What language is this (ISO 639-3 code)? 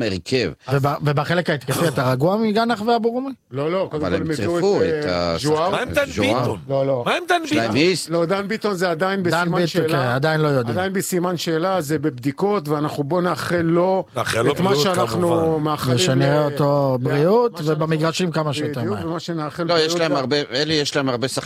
heb